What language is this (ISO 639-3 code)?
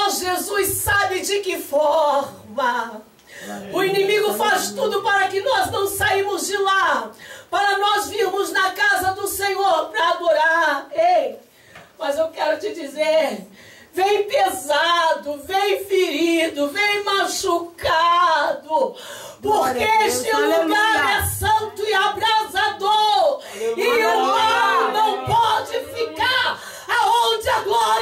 por